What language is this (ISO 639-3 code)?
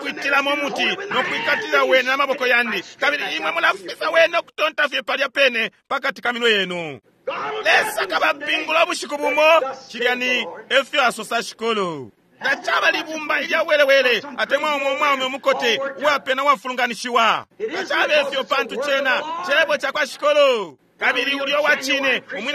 bem